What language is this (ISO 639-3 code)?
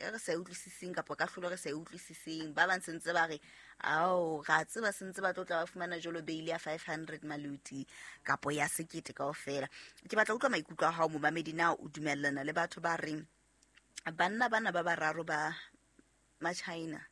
sot